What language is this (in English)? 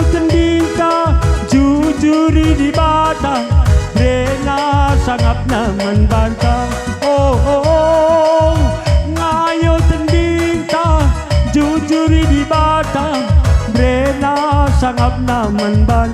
Batak Karo